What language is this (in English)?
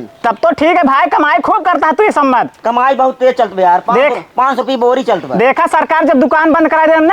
Awadhi